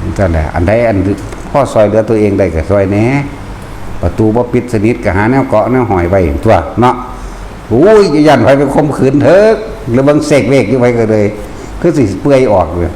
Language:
Northeastern Thai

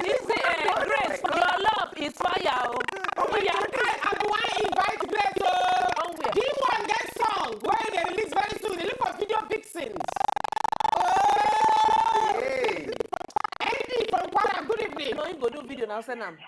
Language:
Nigerian Pidgin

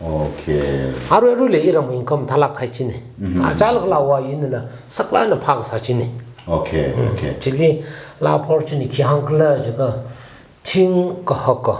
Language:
Tangkhul Naga (India)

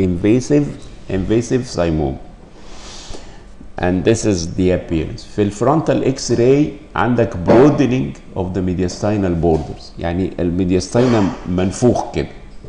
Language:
Egyptian Arabic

